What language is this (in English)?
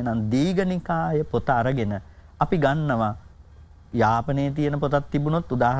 Sinhala